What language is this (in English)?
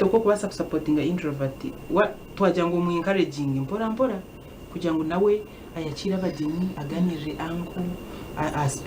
Nyankole